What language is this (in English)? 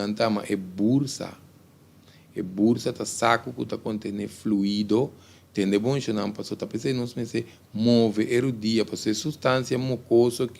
Papiamento